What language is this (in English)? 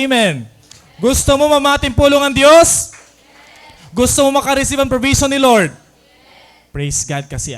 Waray